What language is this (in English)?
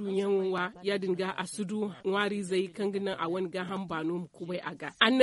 Zarma